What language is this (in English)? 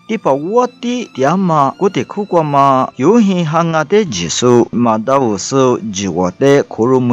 Lisu